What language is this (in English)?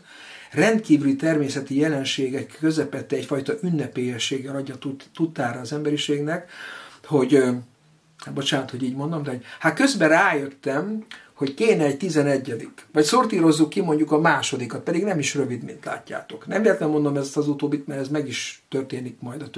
Hungarian